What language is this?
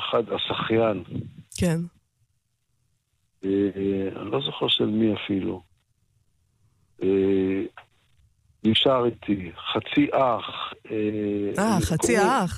Hebrew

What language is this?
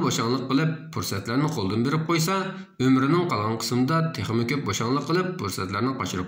Uyghur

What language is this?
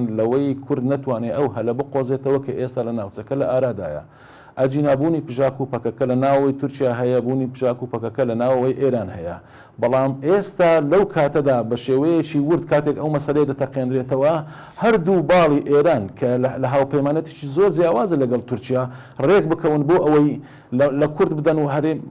Central Kurdish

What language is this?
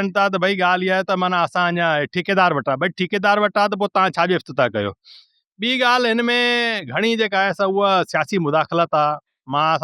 Sindhi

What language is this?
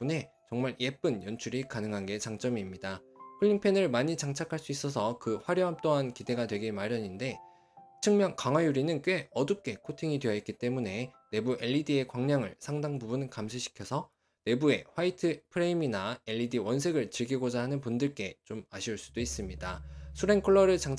Korean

